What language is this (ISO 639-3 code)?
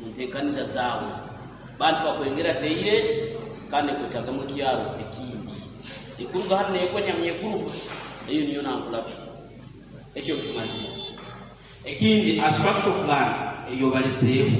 nyn